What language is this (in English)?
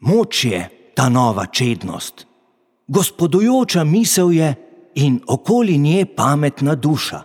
Slovenian